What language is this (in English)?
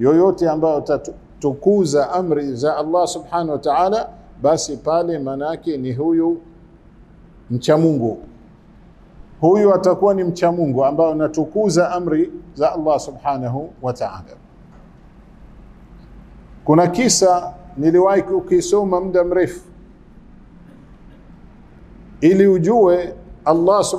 Swahili